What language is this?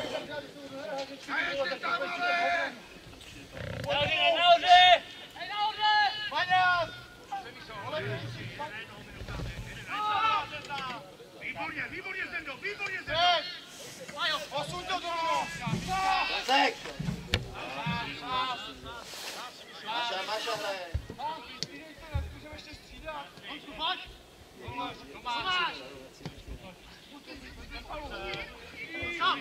Czech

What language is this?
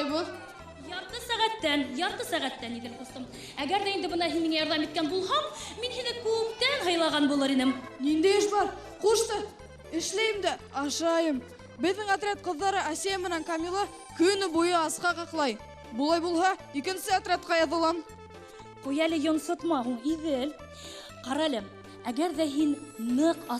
Bashkir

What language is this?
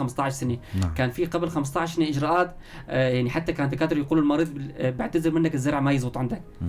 North Levantine Arabic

